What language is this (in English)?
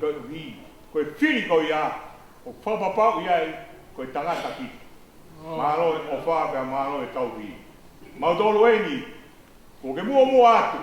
Tongan